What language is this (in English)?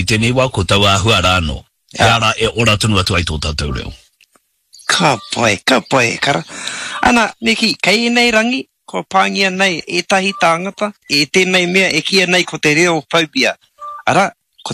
Māori